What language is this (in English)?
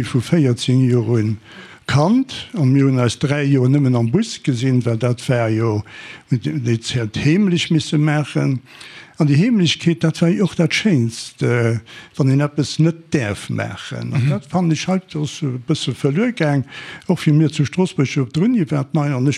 Luxembourgish